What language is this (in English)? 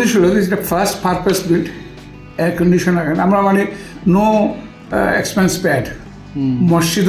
Sylheti